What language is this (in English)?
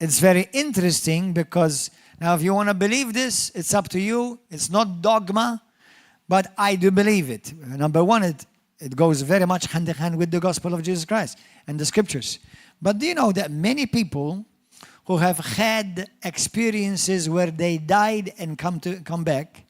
English